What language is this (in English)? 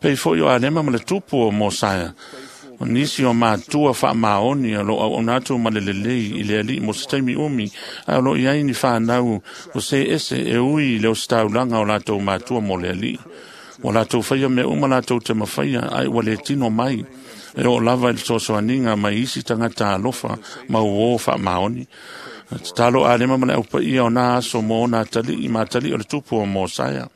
Samoan